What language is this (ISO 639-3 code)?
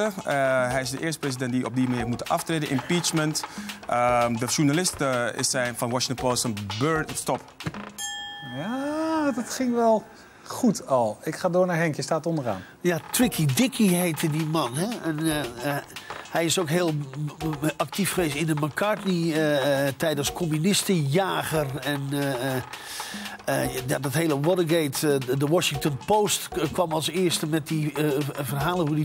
nld